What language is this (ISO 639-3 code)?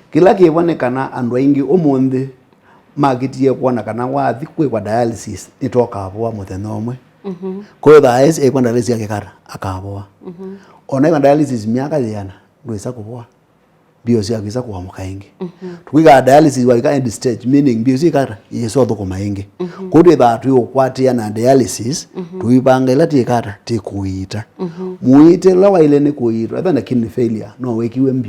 kam